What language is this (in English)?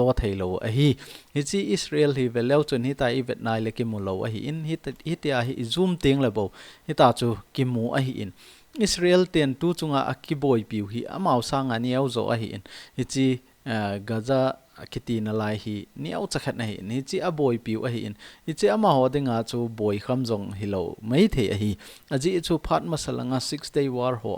Thado Chin